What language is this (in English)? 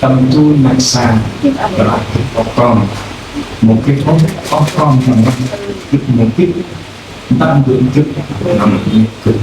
Central Mnong